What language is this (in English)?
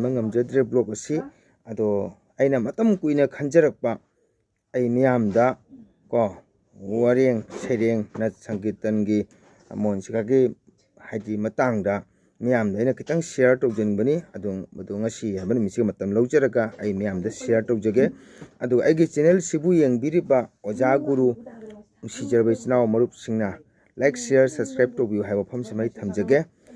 Manipuri